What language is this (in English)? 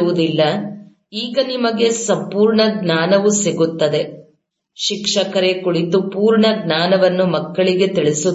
Kannada